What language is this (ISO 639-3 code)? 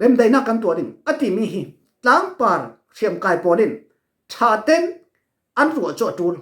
cfm